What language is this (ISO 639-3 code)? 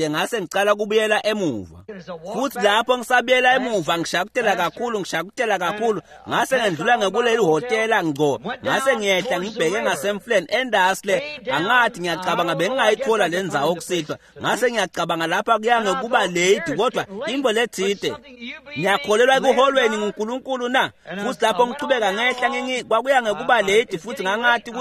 ssw